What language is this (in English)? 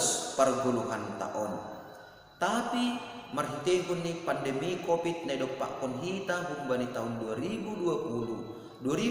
Batak Simalungun